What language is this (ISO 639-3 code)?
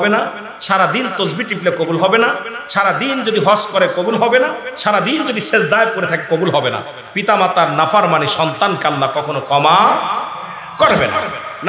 ben